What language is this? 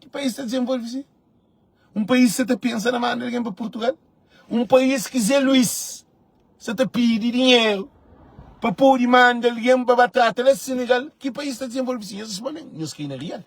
Kabuverdianu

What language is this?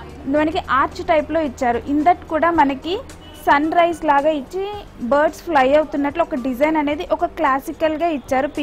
Telugu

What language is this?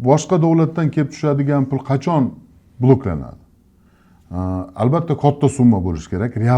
Uzbek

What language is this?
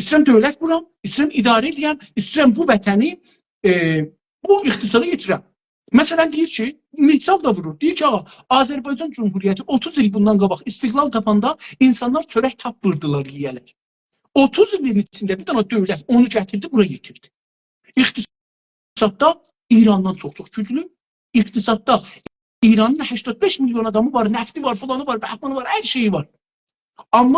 South Azerbaijani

